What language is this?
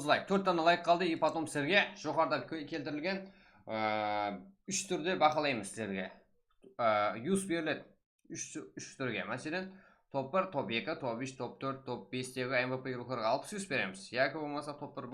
Kara-Kalpak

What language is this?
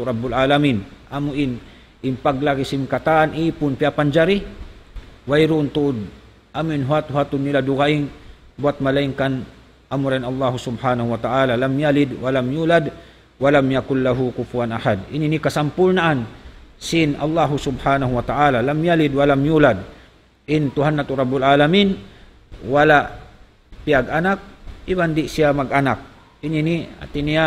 Tausug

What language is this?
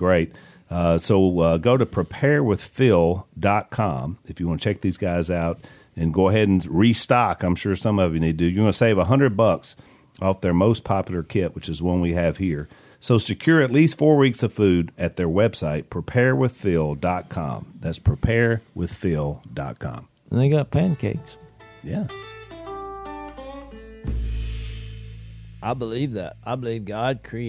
English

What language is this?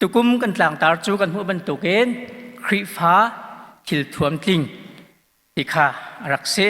Hakha Chin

